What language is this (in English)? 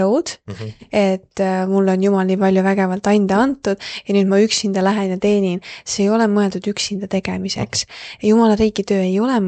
Estonian